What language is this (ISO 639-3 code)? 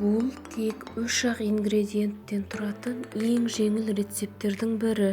kaz